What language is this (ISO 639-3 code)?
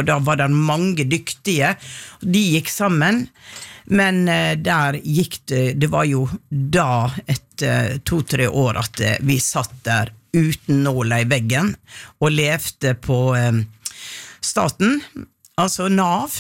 nor